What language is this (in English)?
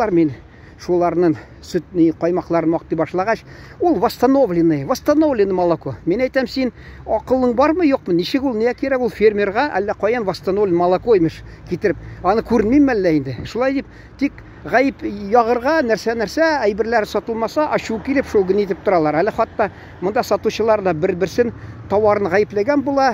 Tatar